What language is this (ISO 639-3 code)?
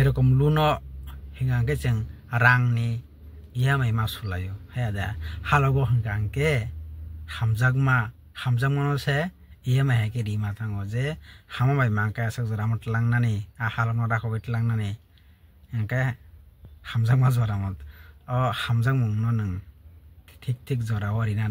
trp